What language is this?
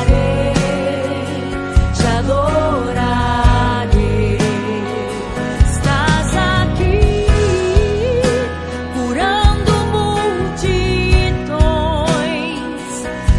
Portuguese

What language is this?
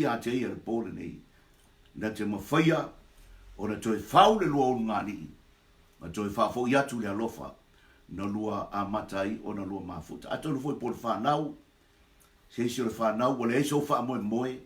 Samoan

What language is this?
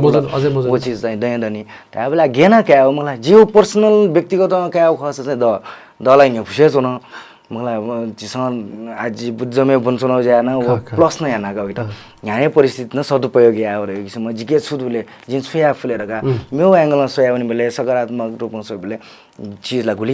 Newari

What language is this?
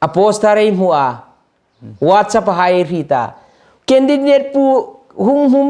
Hmar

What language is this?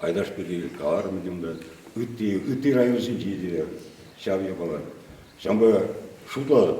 Chuvash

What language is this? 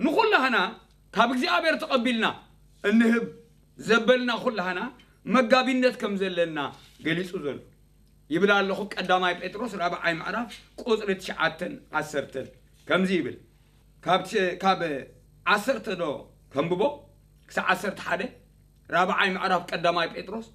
Tigrinya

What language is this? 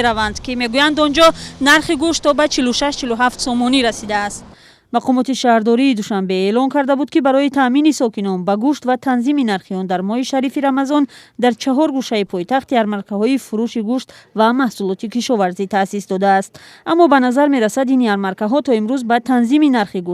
Tajik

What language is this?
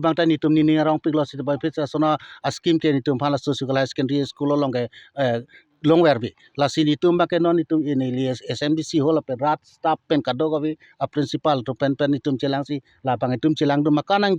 Karbi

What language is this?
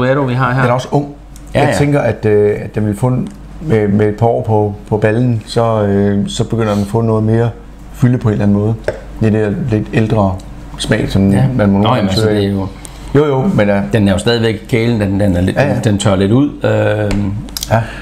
Danish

